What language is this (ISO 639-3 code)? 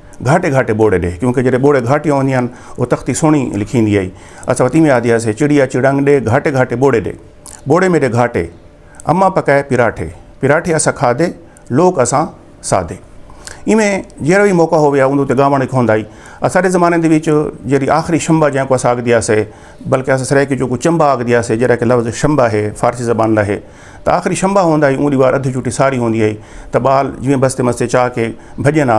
skr